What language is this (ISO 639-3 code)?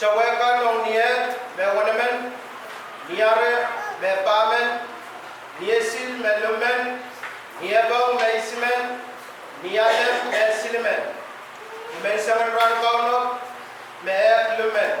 pon